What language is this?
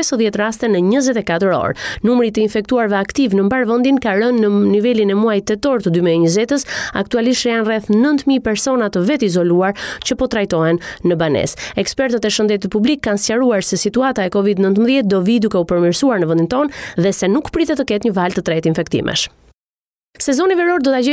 Albanian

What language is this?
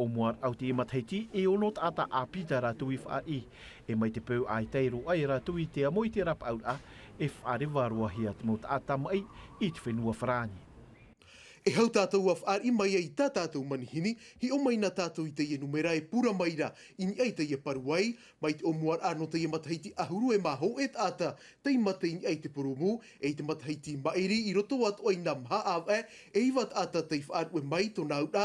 Tahitian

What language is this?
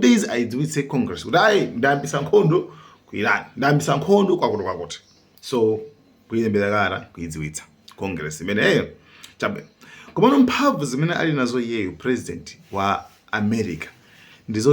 Nyanja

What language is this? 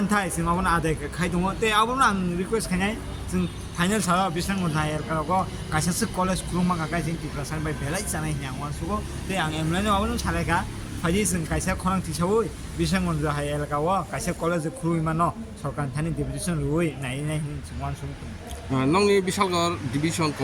Kok Borok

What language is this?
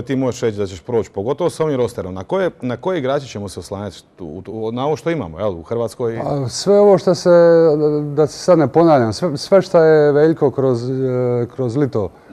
Croatian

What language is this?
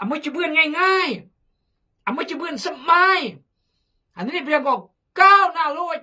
Khmu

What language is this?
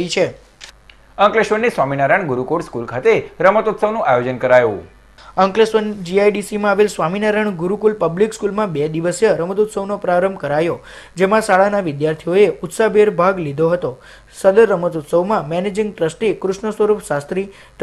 Gujarati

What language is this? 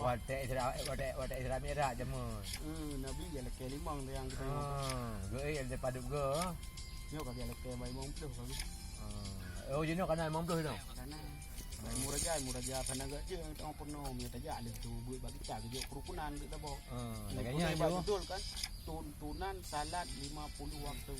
Achinese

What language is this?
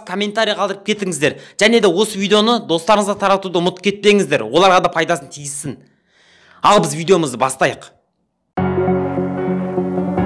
Kazakh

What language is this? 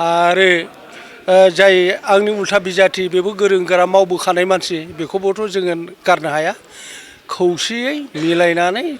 Bodo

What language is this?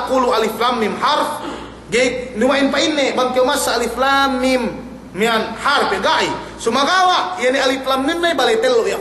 Yakan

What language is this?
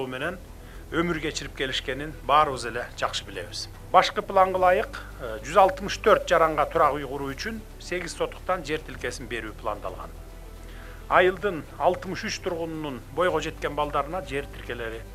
Kyrgyz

